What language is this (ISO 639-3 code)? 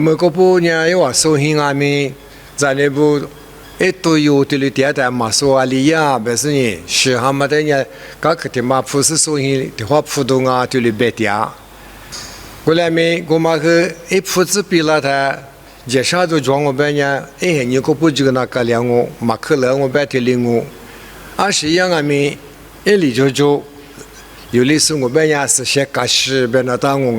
lis